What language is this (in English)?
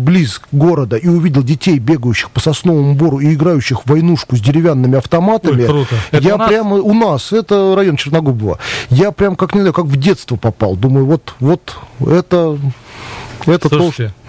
Russian